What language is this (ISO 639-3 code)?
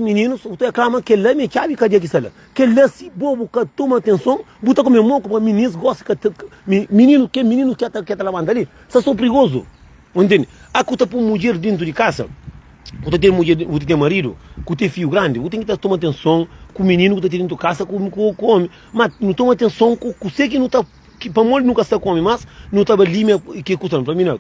kea